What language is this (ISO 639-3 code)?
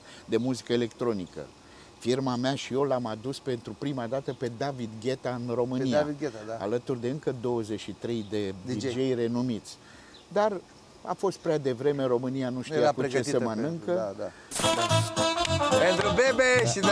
ron